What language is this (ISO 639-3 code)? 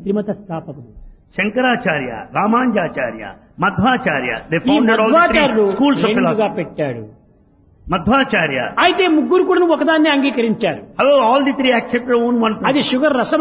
tel